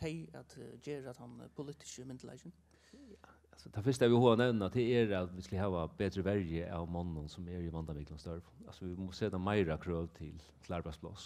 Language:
Faroese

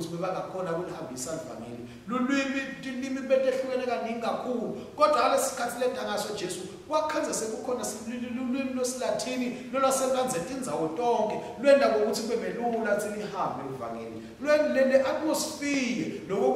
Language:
Swati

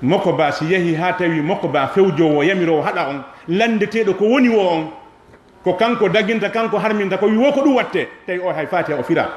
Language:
Fula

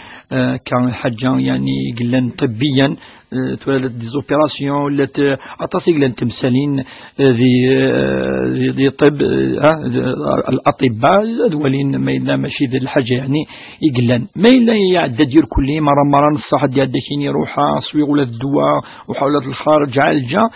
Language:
Kabyle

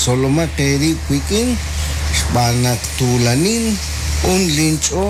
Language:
Kekchí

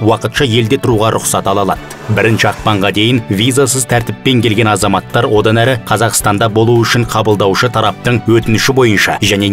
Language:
Kyrgyz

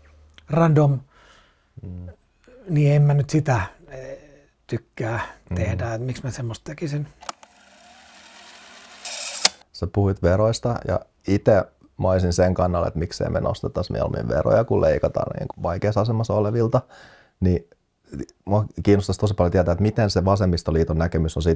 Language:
Finnish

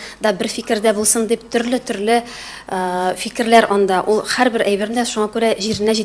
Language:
Tatar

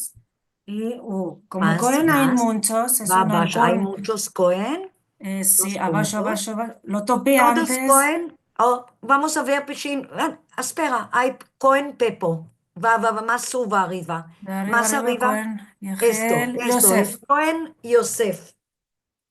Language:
Ladino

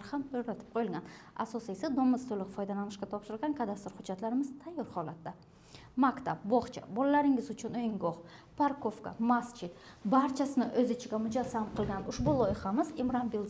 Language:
Uzbek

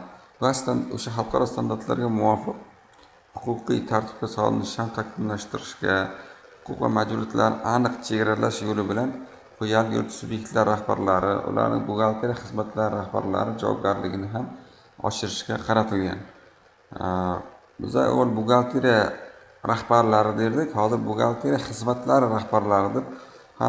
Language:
Uzbek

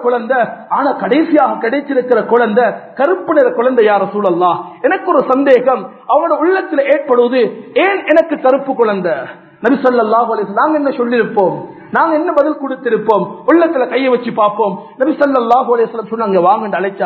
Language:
Tamil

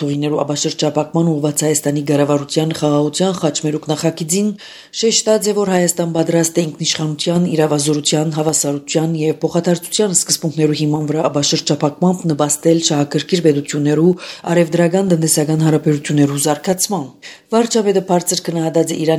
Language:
Armenian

